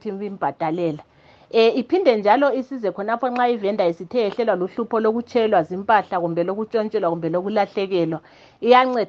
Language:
North Ndebele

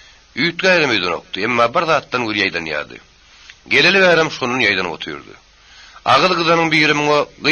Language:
Turkmen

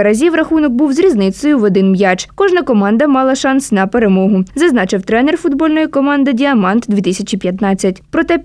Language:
Ukrainian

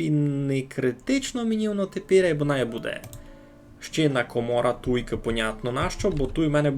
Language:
Rusyn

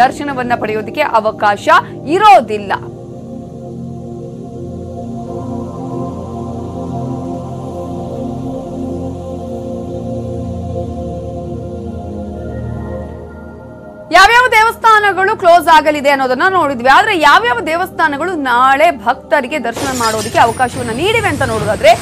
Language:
Kannada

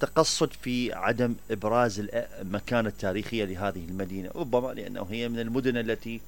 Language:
Mesopotamian Arabic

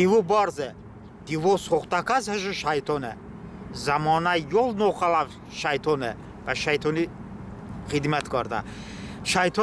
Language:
Talysh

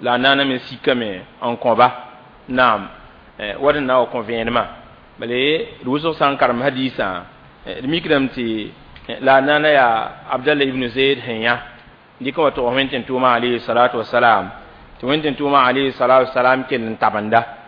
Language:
Mossi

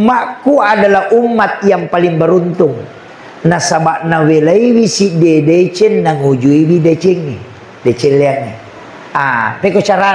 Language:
Buginese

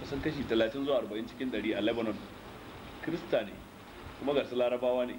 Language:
Hausa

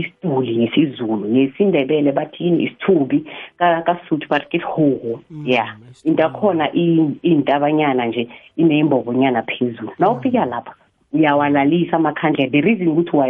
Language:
South Ndebele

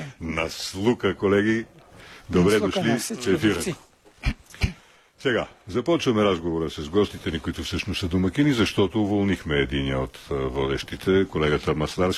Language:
Bulgarian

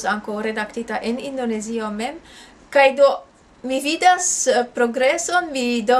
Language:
Esperanto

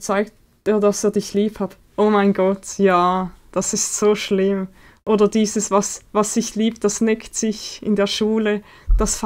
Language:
Swiss German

